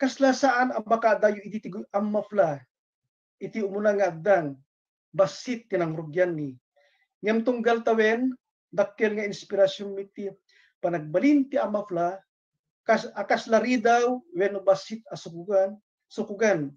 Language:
Iloko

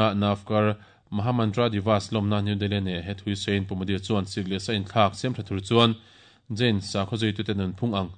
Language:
Mizo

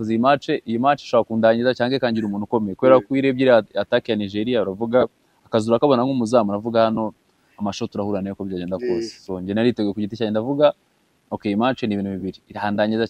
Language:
Kinyarwanda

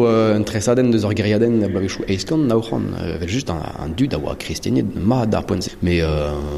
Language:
Breton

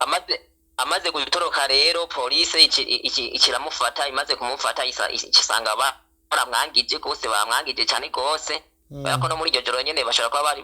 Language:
Rundi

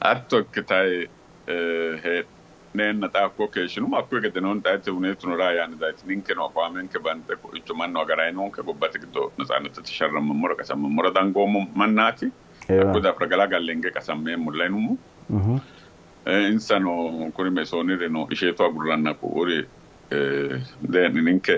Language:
Sidamo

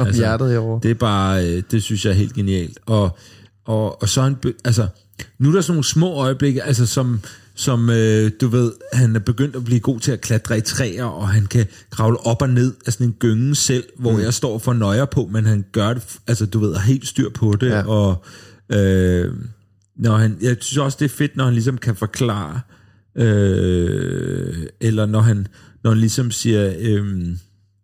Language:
Danish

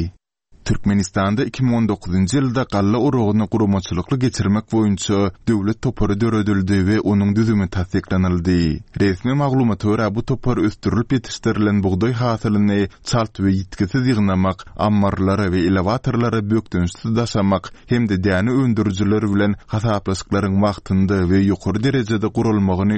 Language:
Turkmen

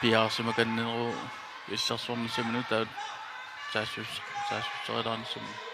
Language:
Kalaallisut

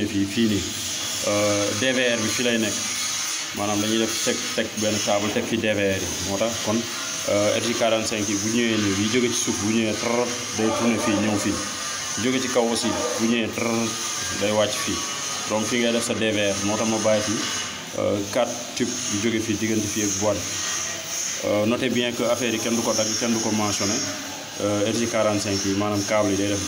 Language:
Wolof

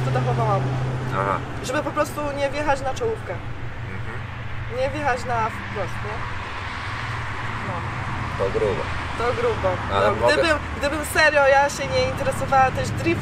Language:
Polish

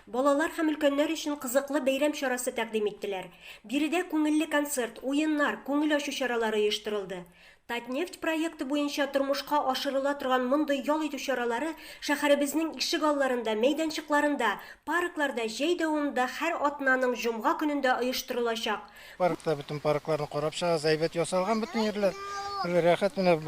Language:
Tatar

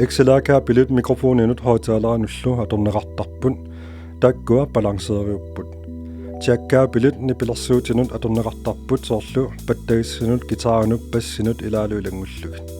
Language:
Kalaallisut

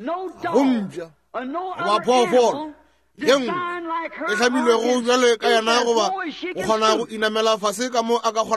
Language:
Northern Sotho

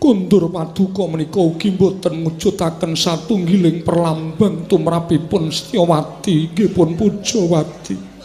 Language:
Javanese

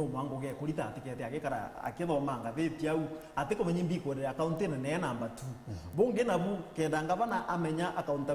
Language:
Meru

